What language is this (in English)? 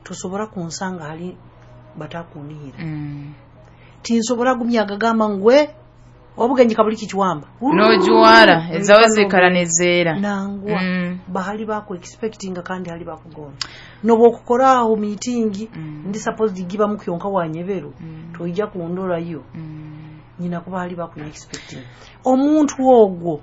Nyoro